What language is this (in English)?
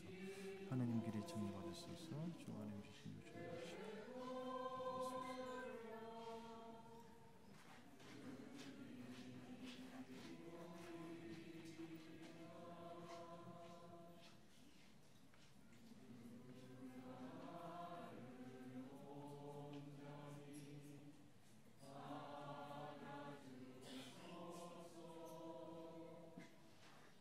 Korean